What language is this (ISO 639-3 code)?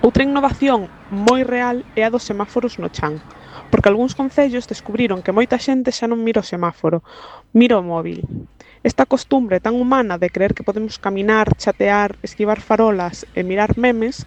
glg